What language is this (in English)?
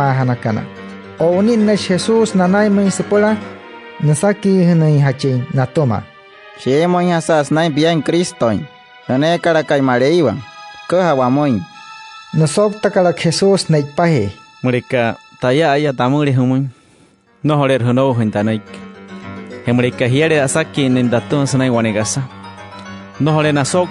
Wayuu